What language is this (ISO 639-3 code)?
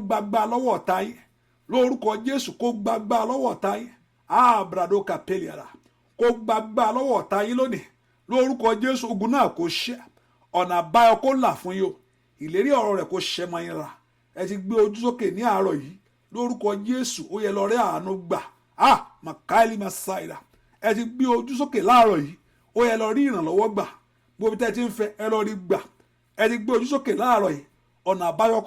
yor